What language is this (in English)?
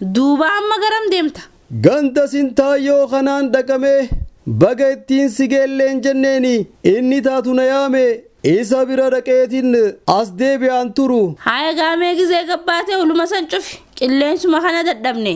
Oromo